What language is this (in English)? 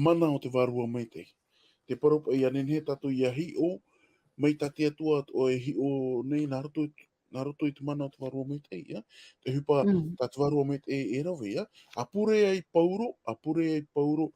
Tahitian